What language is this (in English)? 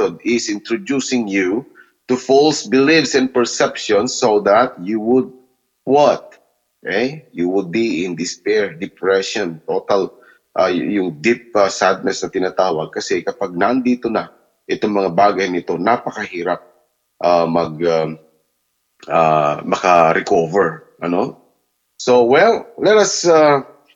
Filipino